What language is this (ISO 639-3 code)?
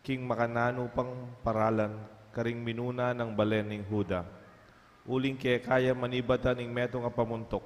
pam